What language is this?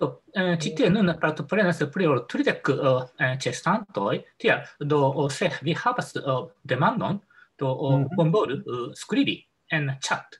Esperanto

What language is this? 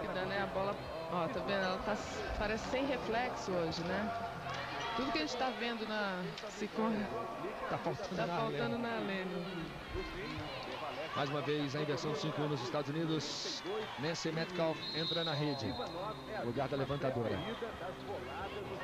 Portuguese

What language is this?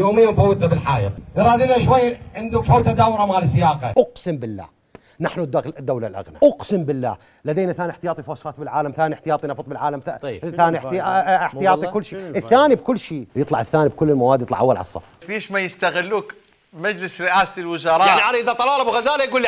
Mesopotamian Arabic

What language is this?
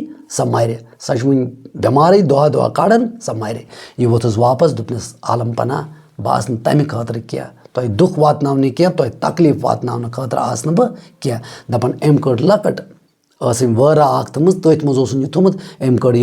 Kashmiri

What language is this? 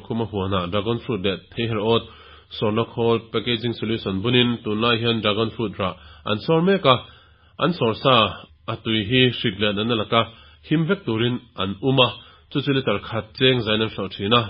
Mizo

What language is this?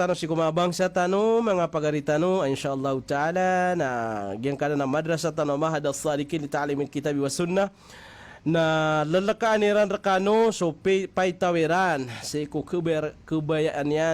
Maranao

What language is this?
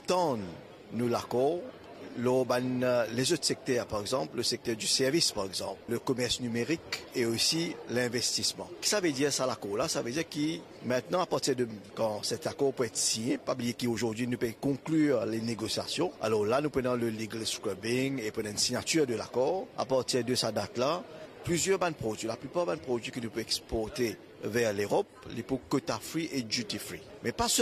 Morisyen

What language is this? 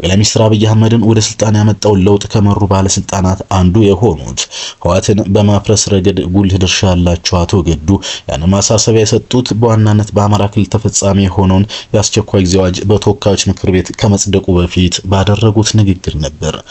Amharic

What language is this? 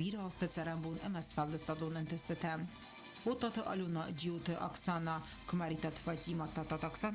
Ossetic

